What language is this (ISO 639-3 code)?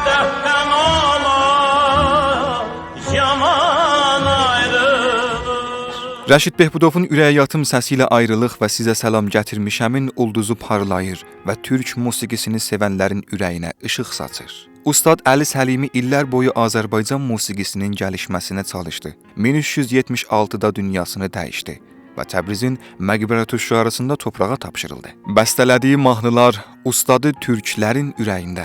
azb